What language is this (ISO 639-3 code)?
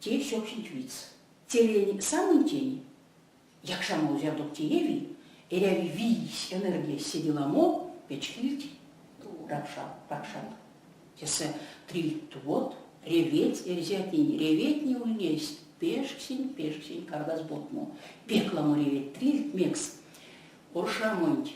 myv